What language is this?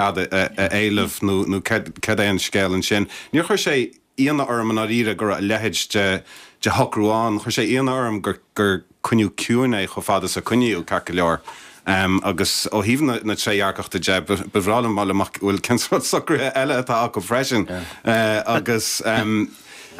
Irish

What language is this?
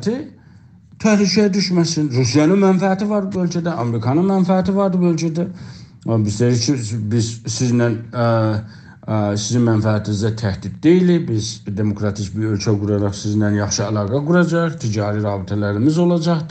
South Azerbaijani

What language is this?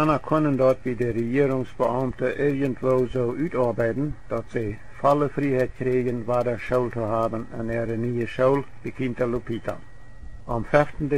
Plautdietsch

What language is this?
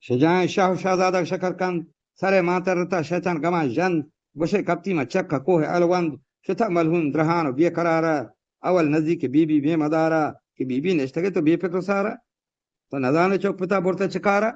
Eastern Balochi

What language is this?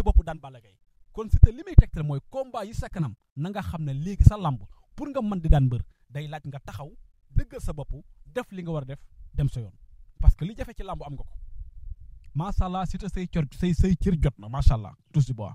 Wolof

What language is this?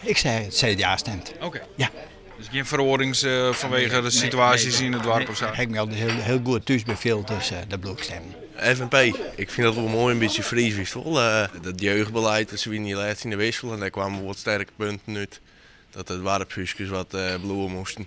Western Frisian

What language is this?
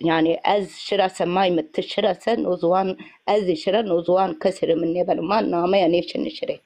Zaza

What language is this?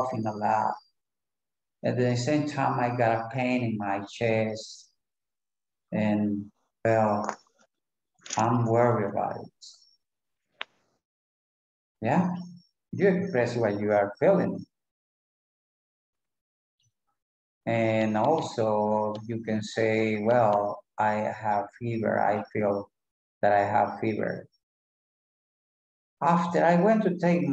English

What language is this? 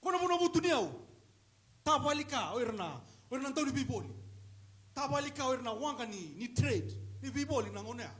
Fijian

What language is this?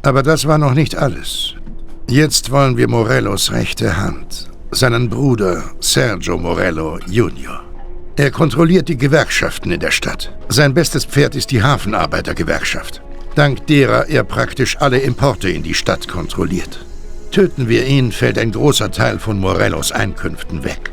Bavarian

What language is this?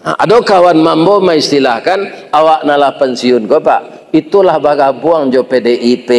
Minangkabau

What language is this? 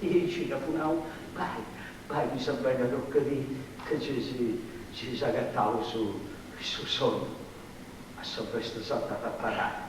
Sardinian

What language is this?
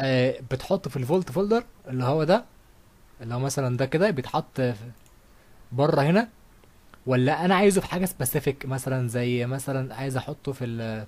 Egyptian Arabic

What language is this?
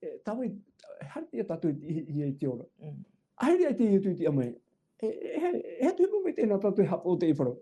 Tahitian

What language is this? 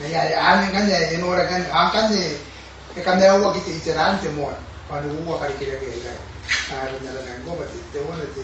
Gilbertese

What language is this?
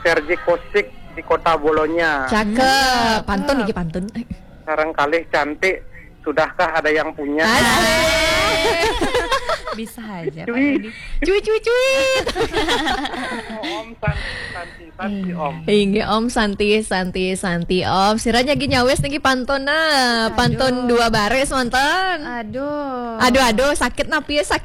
Balinese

